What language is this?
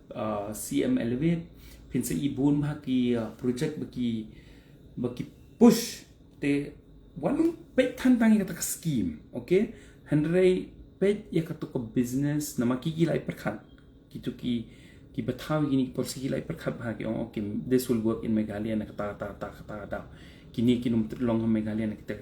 Khasi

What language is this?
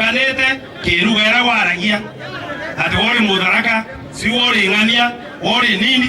Meru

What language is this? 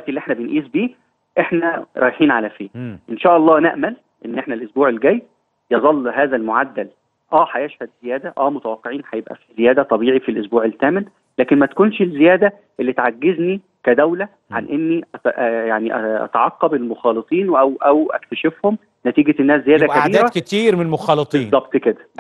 Egyptian Arabic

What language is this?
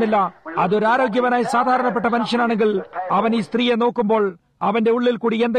Malayalam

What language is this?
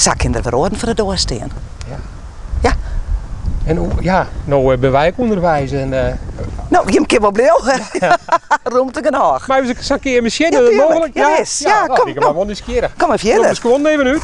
Western Frisian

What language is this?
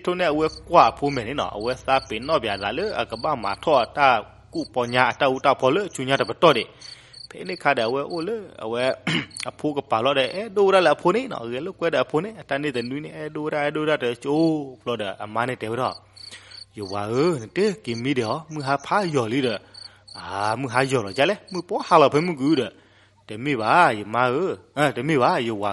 S'gaw Karen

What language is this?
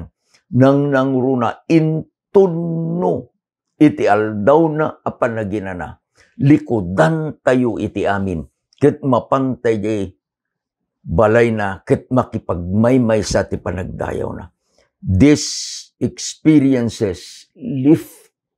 Iloko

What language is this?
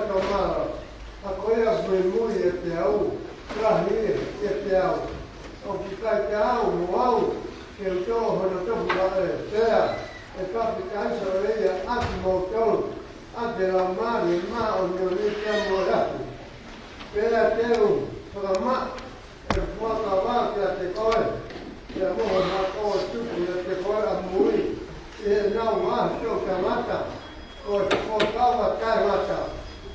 Tongan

